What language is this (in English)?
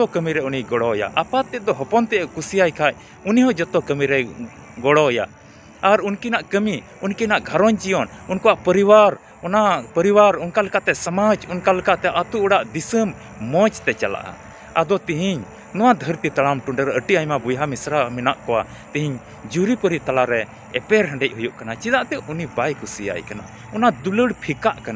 Santali